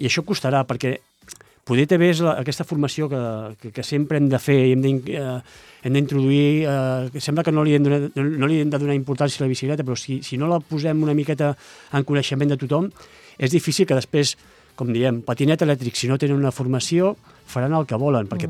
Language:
Catalan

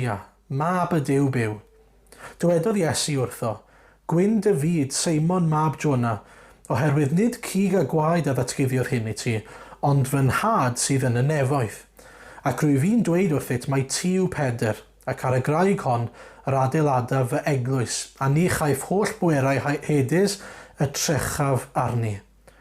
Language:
Welsh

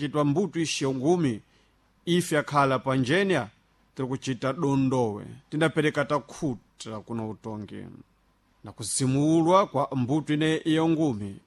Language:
Sena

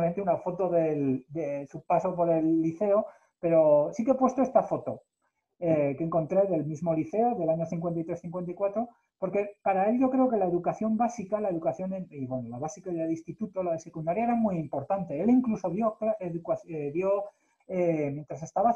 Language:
Spanish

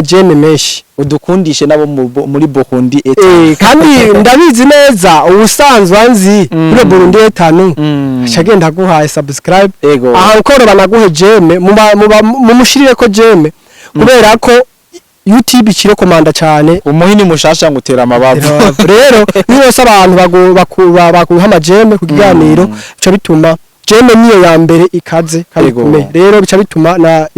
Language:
Rundi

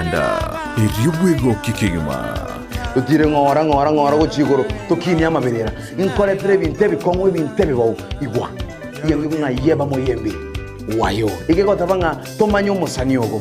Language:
Gusii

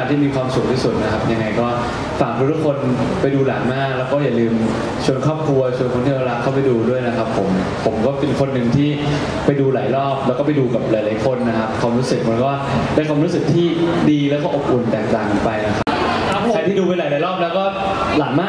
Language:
Thai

